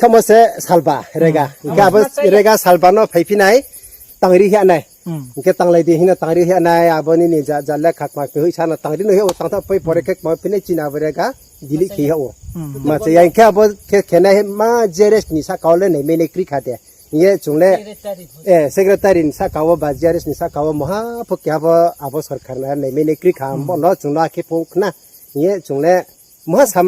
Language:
Riang (India)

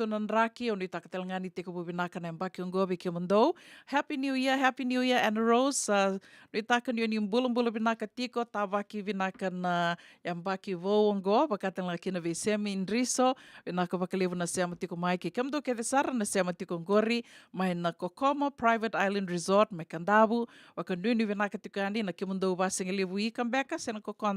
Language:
Fijian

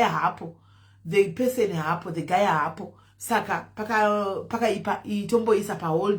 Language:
Shona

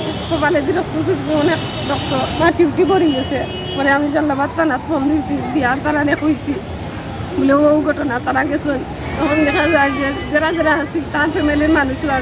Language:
Sylheti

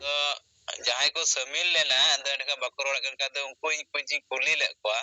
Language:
Santali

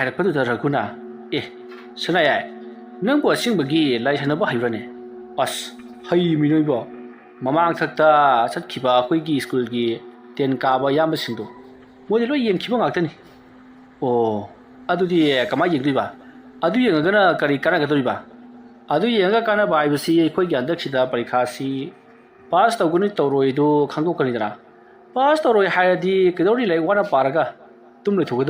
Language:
Manipuri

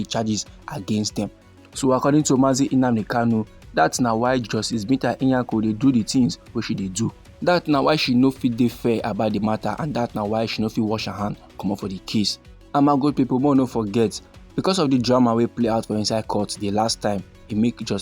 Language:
Nigerian Pidgin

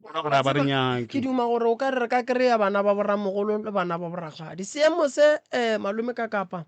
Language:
Northern Sotho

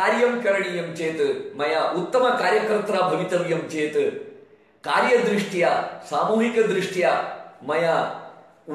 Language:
Sanskrit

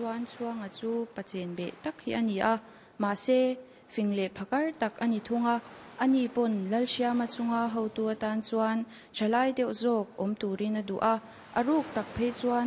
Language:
Mizo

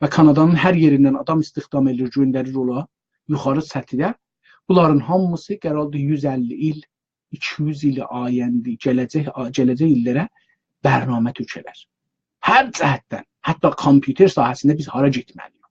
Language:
South Azerbaijani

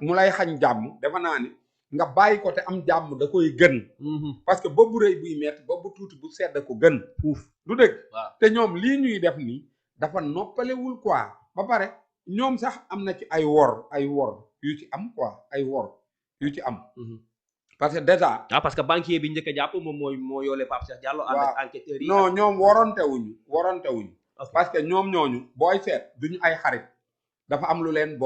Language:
Wolof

